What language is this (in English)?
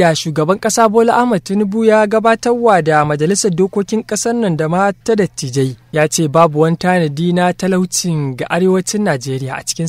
Hausa